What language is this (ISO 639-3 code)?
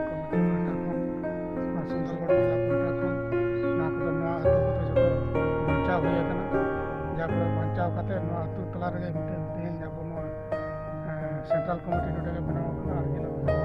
sat